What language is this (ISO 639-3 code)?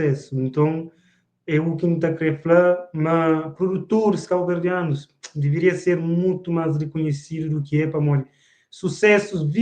kea